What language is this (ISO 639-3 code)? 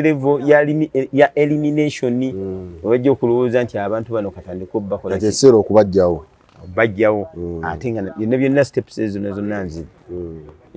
lug